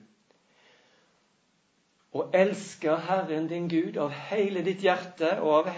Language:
Norwegian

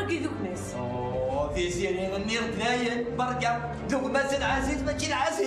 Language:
Kabyle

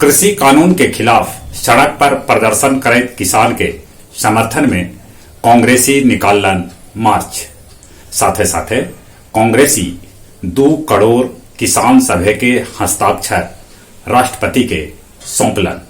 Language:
Magahi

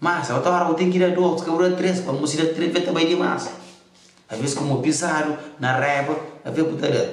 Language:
Kabuverdianu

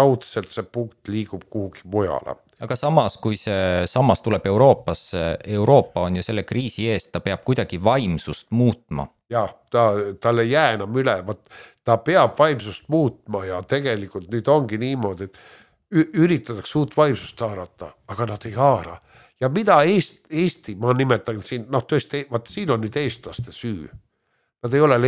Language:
Estonian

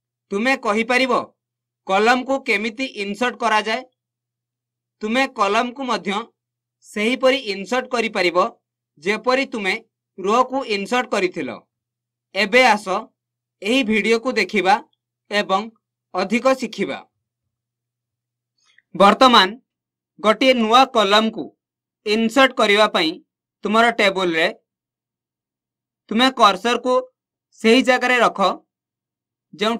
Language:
Odia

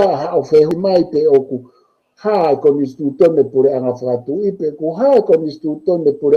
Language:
Tongan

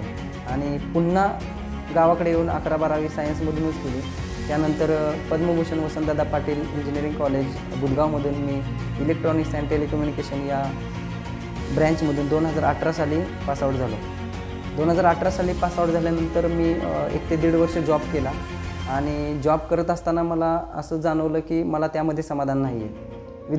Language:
Marathi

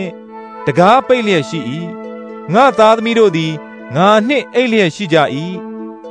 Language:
Burmese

